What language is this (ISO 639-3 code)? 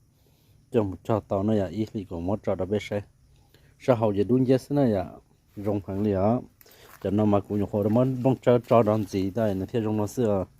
hmn